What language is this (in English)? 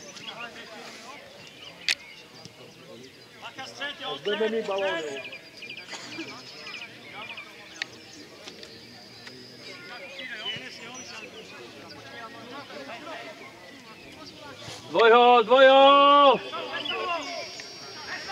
Czech